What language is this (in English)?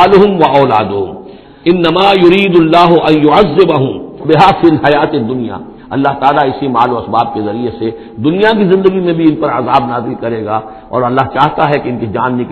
Urdu